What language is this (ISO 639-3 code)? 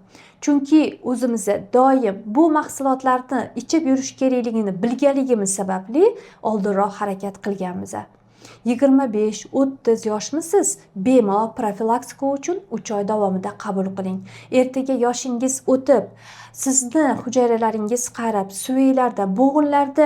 uzb